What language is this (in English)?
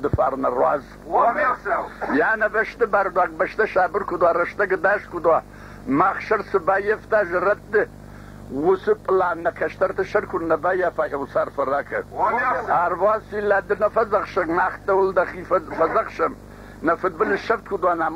Ossetic